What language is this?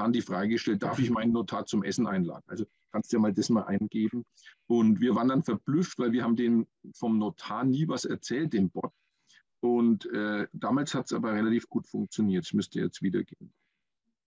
German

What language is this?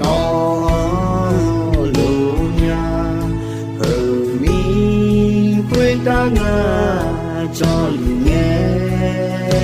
Akha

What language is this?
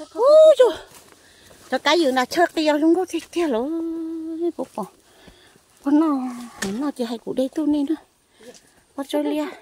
Hmong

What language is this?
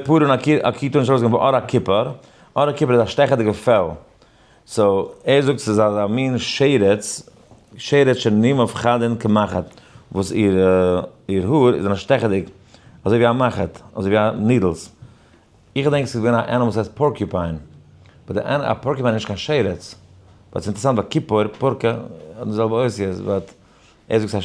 Yiddish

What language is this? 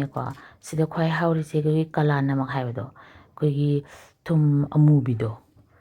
Manipuri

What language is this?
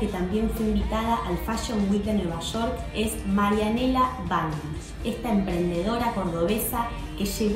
Spanish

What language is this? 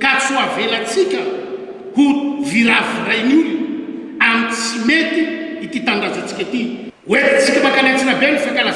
Malagasy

